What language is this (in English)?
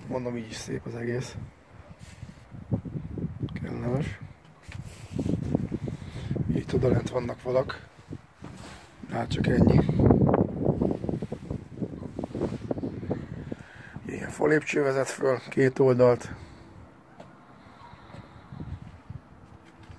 Hungarian